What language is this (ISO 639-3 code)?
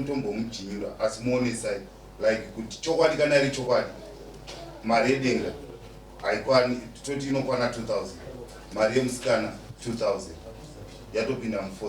sna